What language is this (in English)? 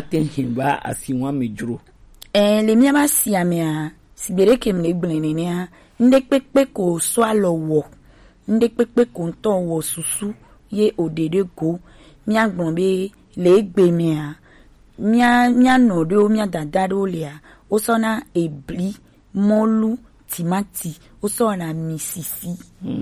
Gen